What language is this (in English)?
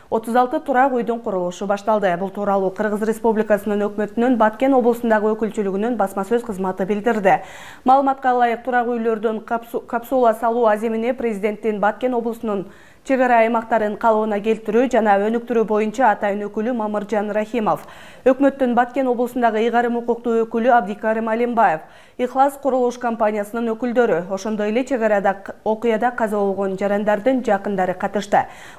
Kyrgyz